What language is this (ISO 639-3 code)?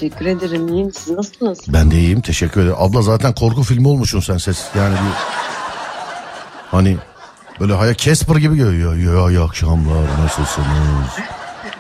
tur